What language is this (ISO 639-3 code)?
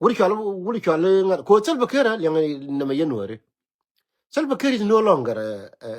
nus